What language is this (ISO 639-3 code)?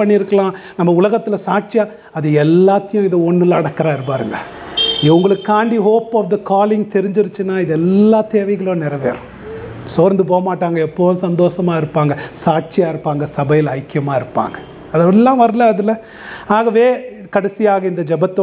tam